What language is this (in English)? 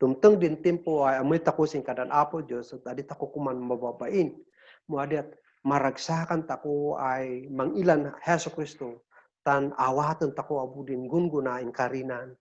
Kankanaey